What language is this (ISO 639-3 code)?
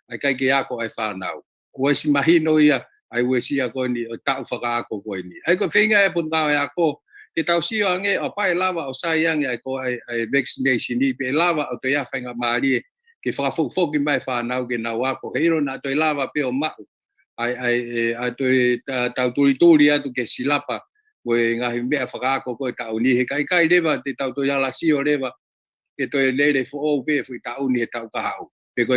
ton